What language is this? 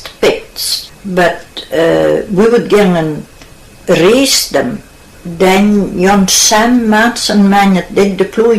Scots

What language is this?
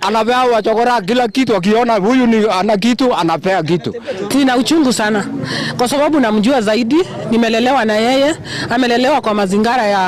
Gusii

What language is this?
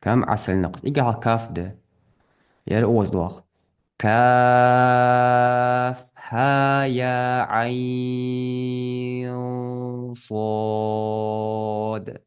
Ingush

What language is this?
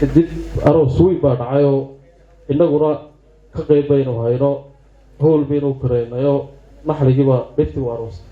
Somali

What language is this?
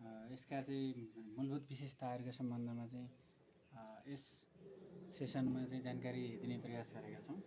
Nepali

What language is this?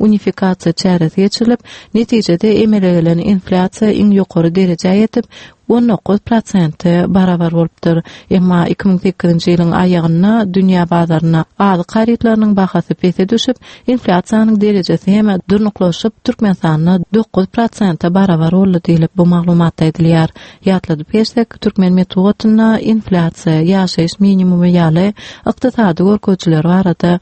Turkmen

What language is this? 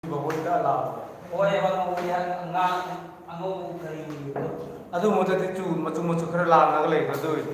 Manipuri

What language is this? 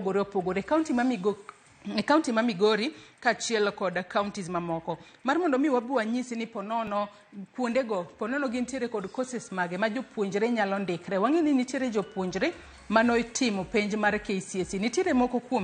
Luo (Kenya and Tanzania)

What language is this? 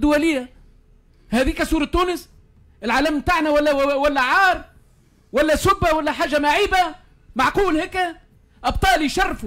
Tunisian Arabic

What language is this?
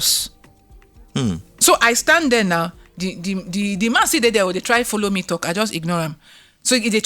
Nigerian Pidgin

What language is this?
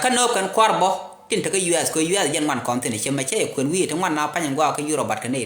Nuer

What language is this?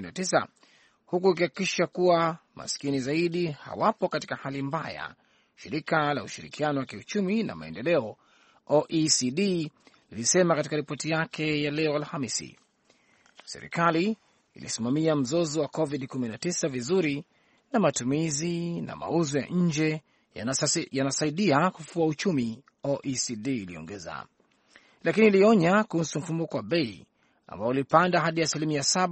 Swahili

